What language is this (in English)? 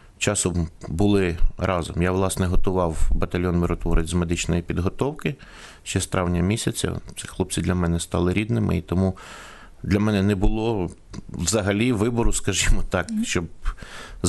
Ukrainian